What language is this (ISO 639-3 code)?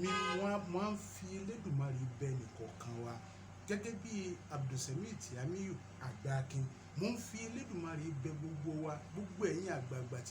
yor